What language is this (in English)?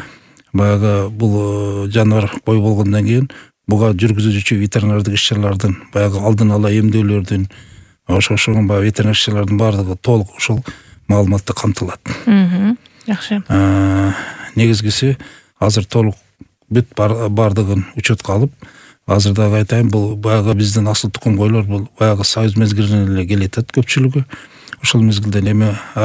Kyrgyz